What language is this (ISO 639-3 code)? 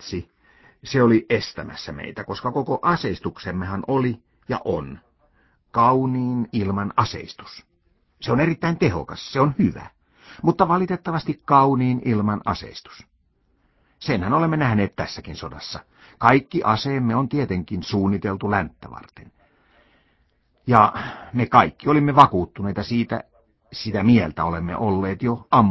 fin